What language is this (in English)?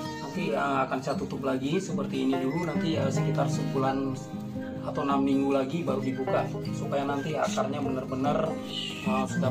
Indonesian